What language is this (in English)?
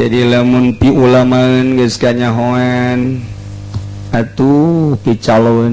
Sundanese